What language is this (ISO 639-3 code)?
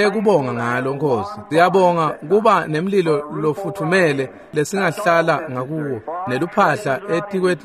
ssw